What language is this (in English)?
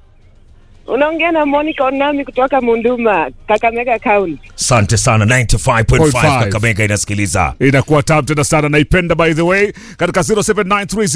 Swahili